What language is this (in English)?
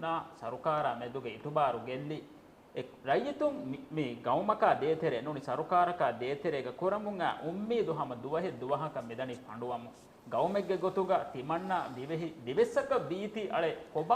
Divehi